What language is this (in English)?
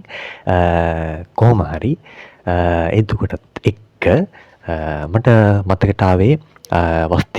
Sinhala